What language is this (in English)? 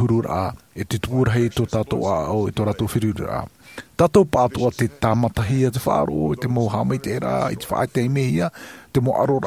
Tahitian